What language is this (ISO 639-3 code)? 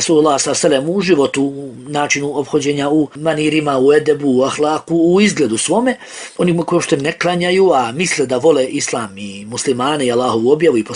bos